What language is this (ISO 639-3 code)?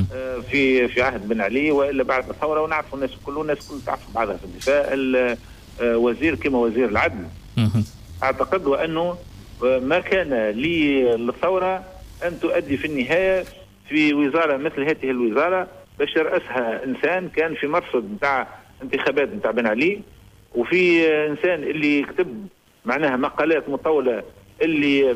aeb